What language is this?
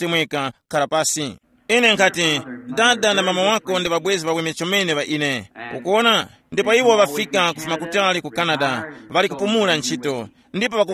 Tumbuka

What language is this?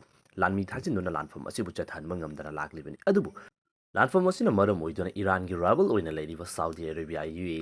Manipuri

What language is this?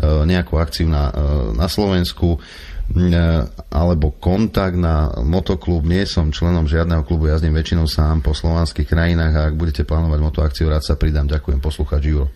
Slovak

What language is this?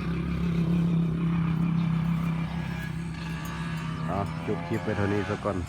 Lao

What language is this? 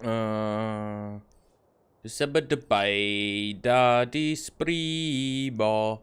Bavarian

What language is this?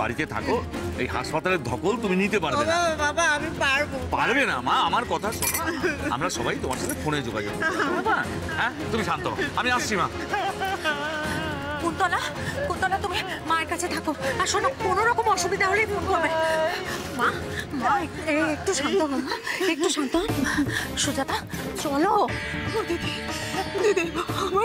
Bangla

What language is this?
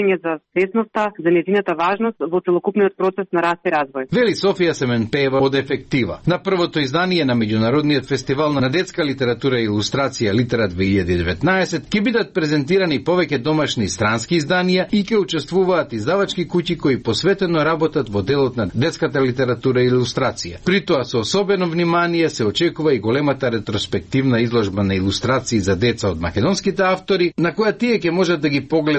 Macedonian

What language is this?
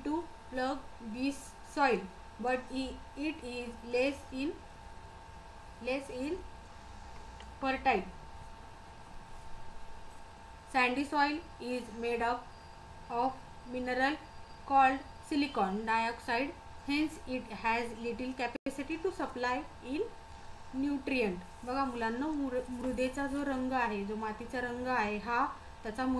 Marathi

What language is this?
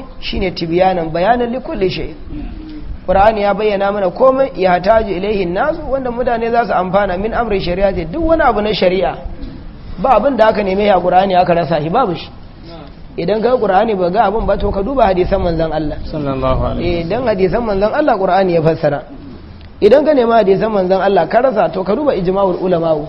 Hausa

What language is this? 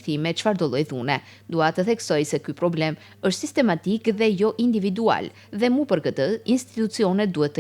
Albanian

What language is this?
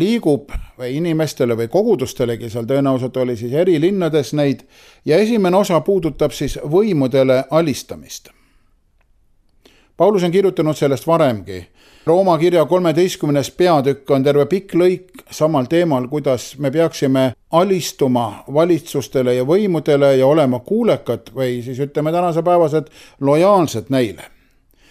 Estonian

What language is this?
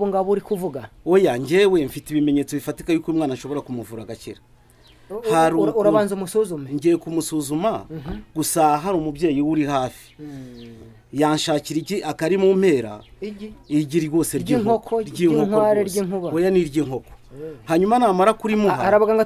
Kinyarwanda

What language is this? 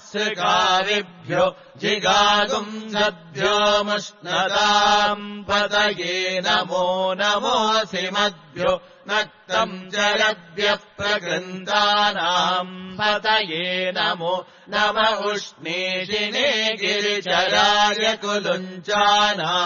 Sanskrit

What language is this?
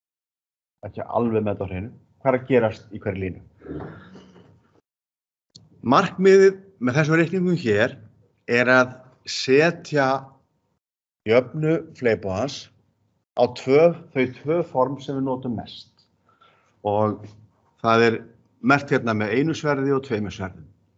Icelandic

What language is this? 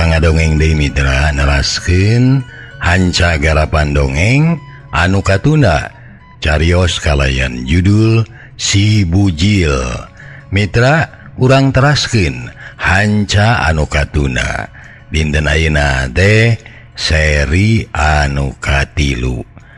Sundanese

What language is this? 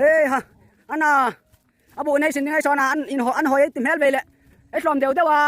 Hmar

